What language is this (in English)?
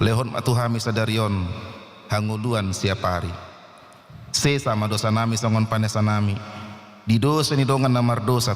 Batak Toba